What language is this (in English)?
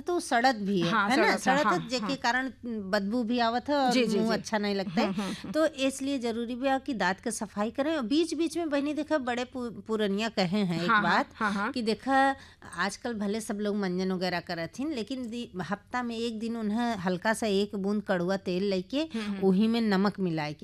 Bhojpuri